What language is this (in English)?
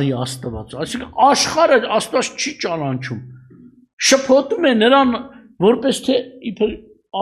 Armenian